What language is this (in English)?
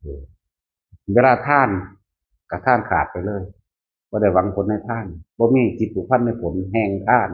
Northeastern Thai